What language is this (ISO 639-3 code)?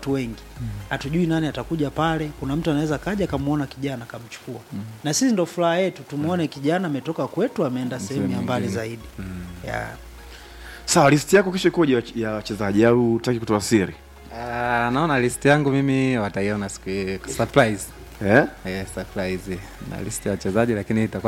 swa